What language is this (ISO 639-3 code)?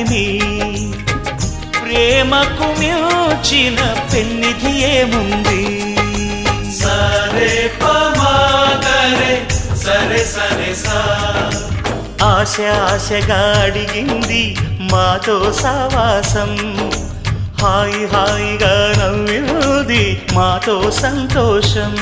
tel